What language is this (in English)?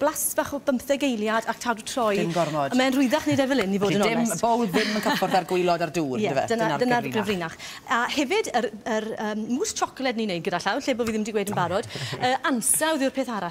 Welsh